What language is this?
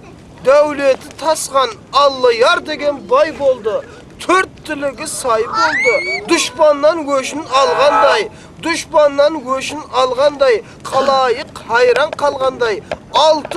Kara-Kalpak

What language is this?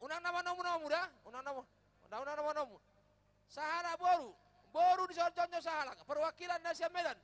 Batak Toba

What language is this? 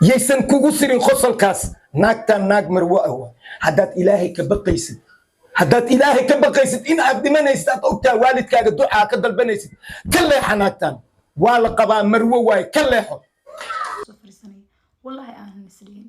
Somali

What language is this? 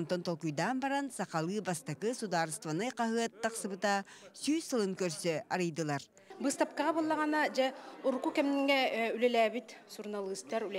Yakut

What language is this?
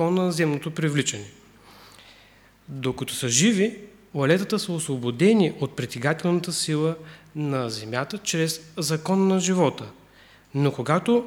Bulgarian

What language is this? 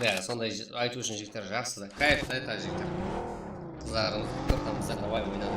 Kara-Kalpak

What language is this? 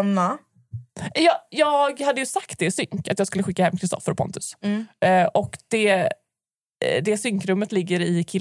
Swedish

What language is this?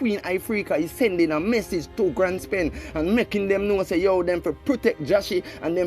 Jamaican Creole English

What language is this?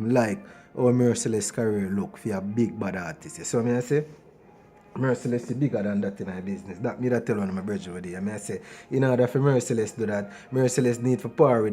Jamaican Creole English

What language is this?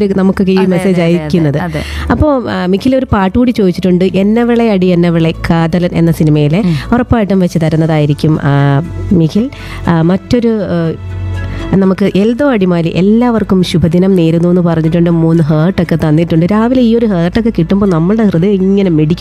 Malayalam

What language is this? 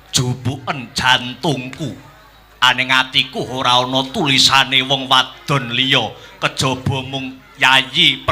Javanese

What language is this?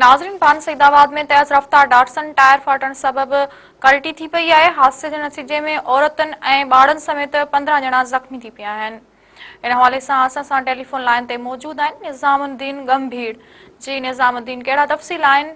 Sindhi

